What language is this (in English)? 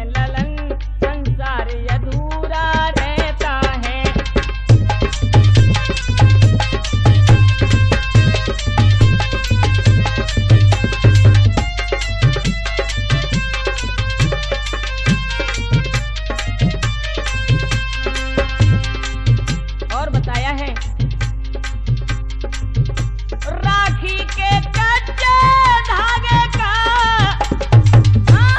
Hindi